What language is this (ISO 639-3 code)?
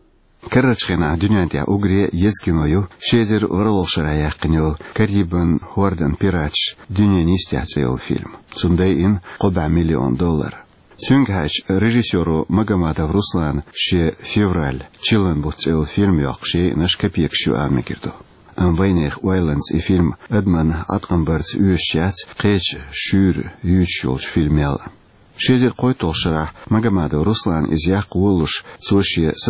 che